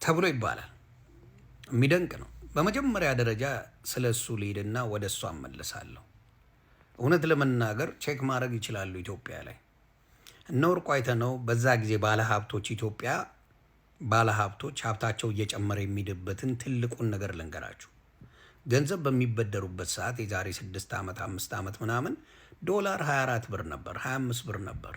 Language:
Amharic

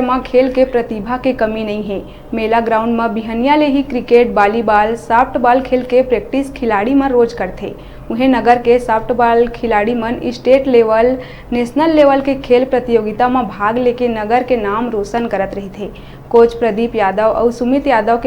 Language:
Chhattisgarhi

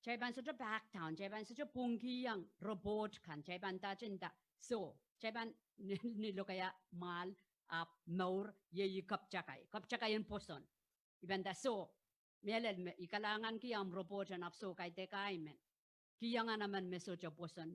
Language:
Pohnpeian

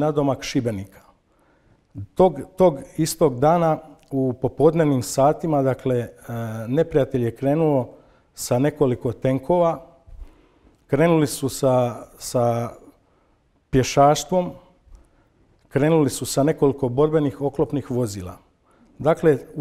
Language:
Croatian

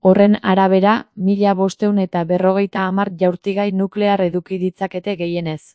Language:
Basque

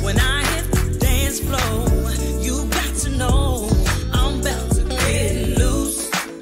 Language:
English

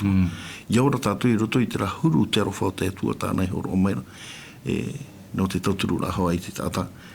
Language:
Tahitian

